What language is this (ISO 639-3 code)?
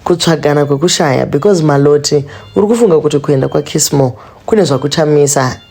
sna